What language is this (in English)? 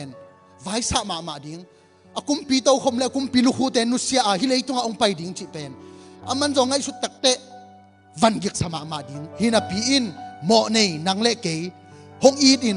Tedim Chin